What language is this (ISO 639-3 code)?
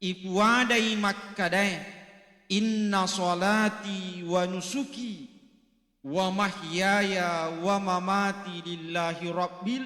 bug